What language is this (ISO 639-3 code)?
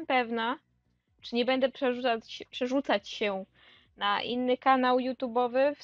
pol